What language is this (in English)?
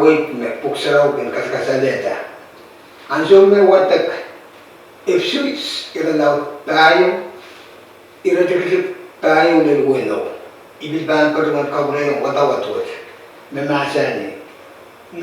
Pohnpeian